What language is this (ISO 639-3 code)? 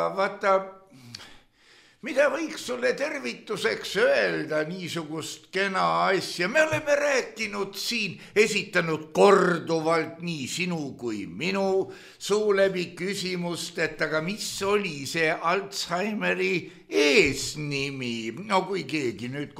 est